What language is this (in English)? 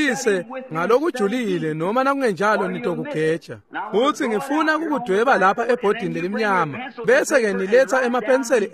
Swati